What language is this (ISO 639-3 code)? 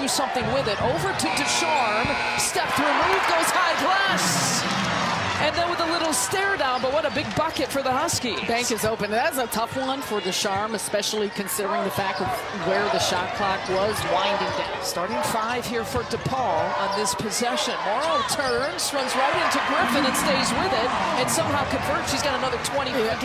eng